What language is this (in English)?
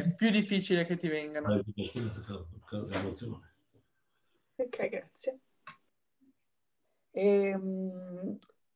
Italian